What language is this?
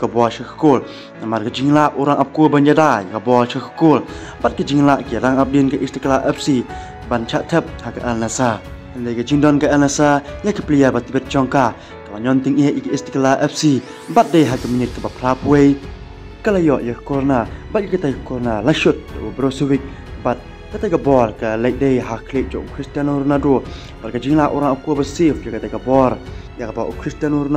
Khasi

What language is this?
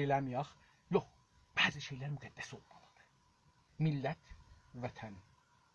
South Azerbaijani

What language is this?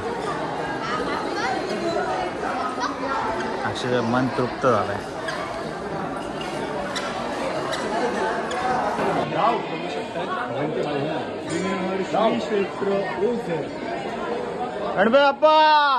Marathi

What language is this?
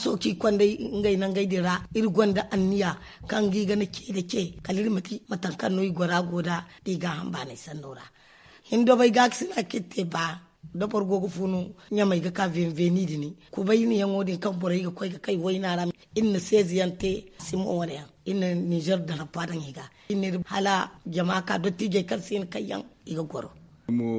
Zarma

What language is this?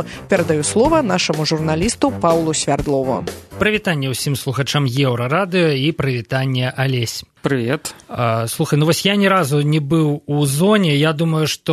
Belarusian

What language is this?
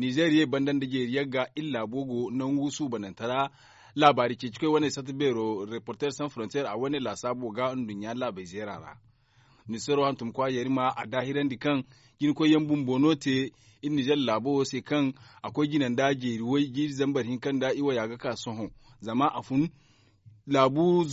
Zarma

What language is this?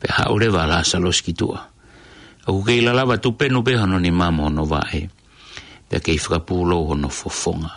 Tongan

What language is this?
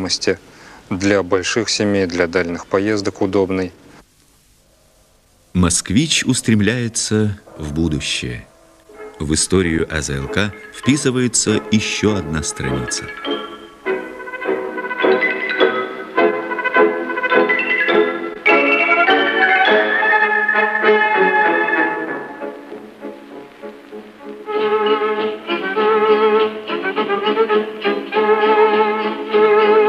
Russian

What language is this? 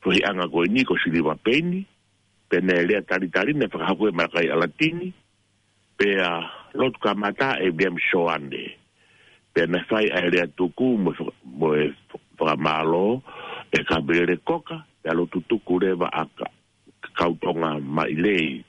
Tongan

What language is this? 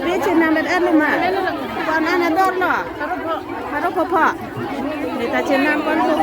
Karbi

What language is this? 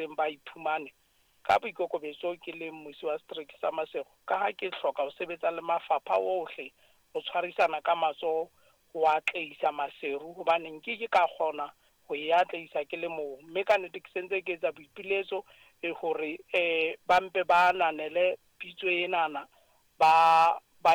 Southern Sotho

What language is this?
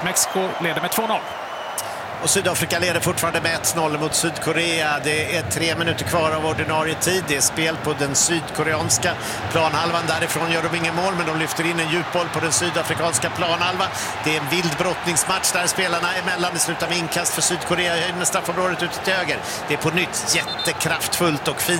Swedish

